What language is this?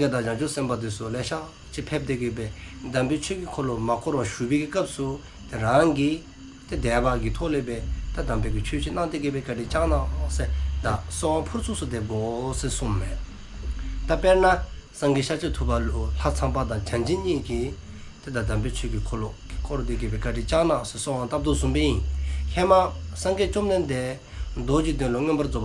Dzongkha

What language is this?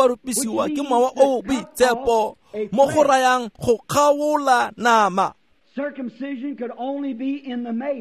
Tswana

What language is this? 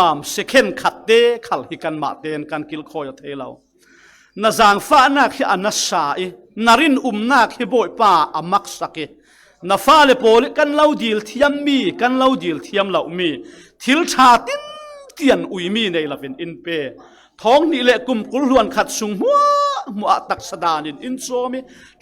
Falam Chin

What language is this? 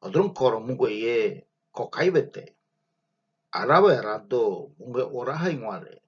Ngäbere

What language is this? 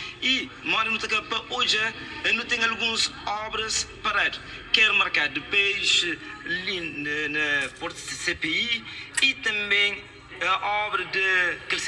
Kabuverdianu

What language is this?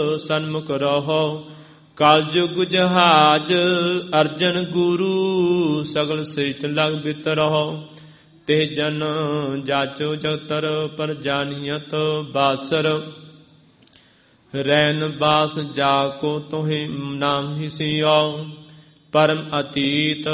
Punjabi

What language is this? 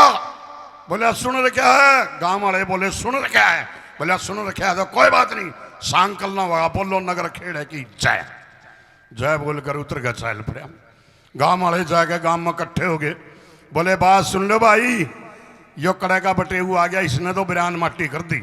Haryanvi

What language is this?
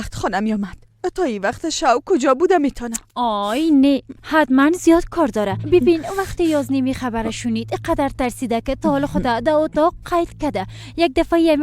Persian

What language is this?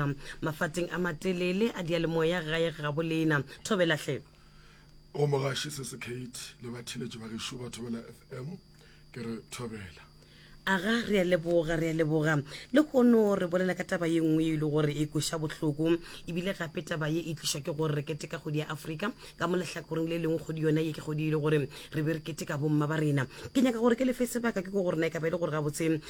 Northern Sotho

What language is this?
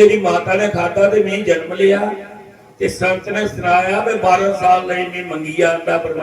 Dogri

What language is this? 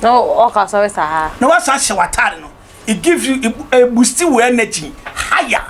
Akan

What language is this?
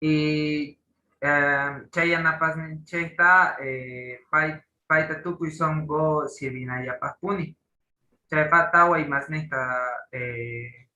Quechua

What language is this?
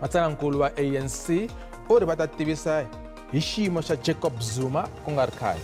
Tsonga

